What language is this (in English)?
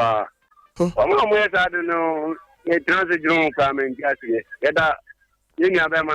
Akan